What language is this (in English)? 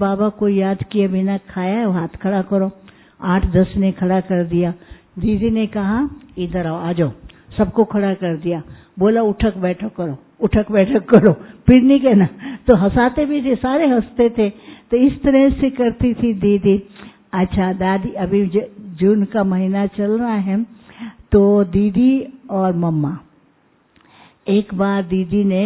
Hindi